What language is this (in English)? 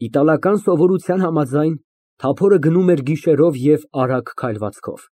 Armenian